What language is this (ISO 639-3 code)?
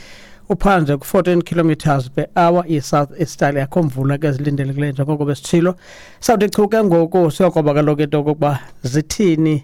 xho